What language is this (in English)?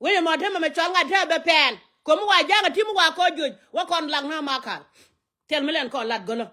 Nuer